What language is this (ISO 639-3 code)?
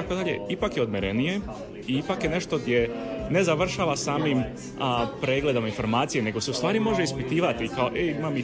hrv